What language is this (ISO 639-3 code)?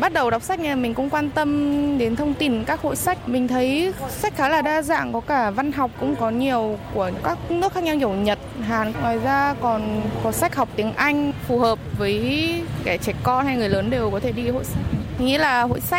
vie